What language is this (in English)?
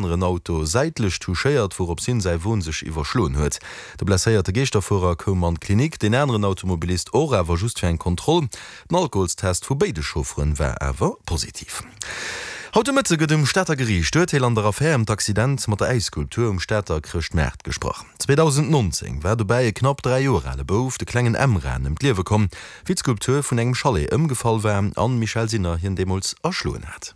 Luxembourgish